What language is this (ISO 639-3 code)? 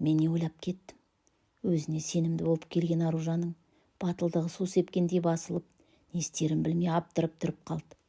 kaz